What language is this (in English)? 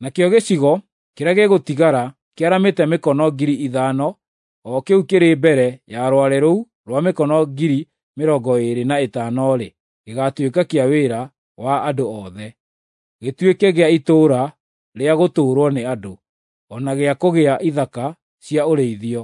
Kikuyu